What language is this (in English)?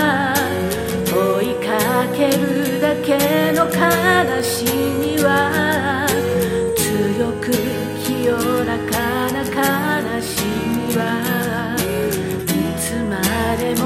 Japanese